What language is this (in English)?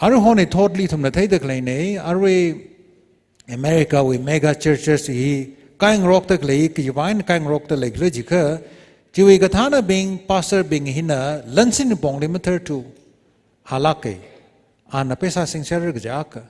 Tangkhul Naga (India)